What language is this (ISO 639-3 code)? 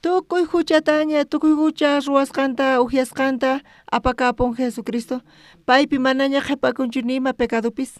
quh